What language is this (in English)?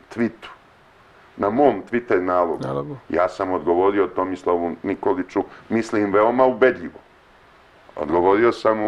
Serbian